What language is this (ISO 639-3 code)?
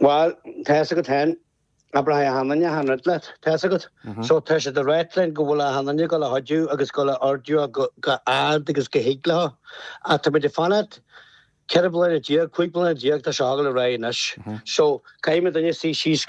gle